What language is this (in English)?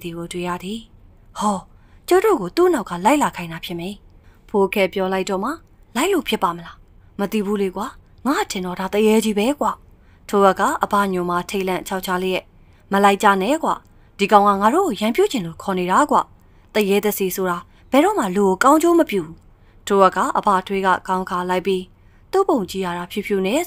Burmese